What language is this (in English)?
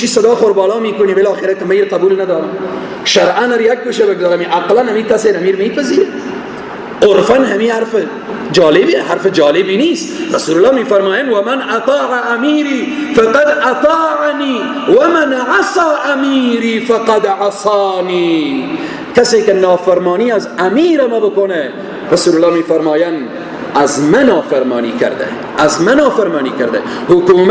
Persian